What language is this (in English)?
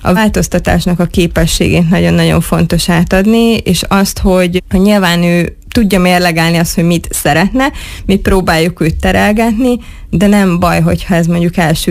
Hungarian